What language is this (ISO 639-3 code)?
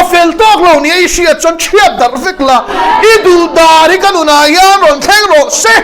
lus